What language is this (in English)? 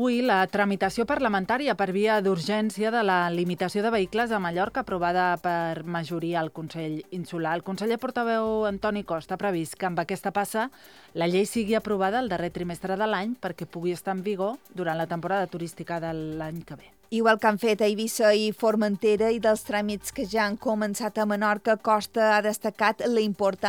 Catalan